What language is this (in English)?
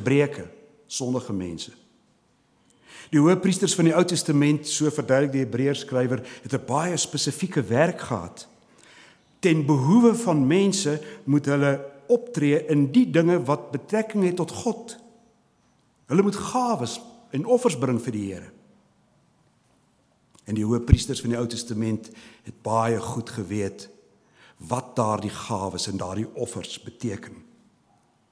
Afrikaans